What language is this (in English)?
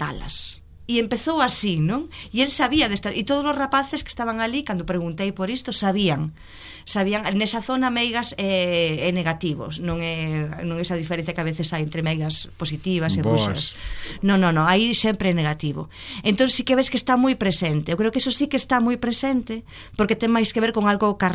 Galician